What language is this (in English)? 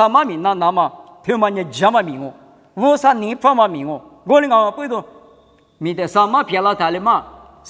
Lisu